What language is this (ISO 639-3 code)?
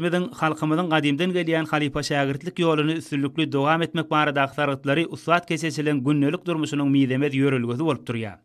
tuk